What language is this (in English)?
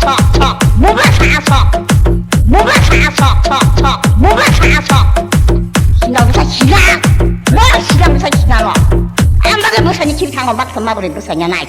Kok Borok